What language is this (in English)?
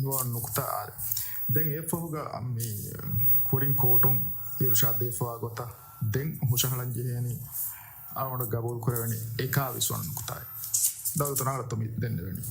Divehi